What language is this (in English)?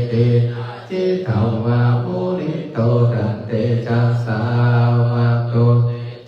Pali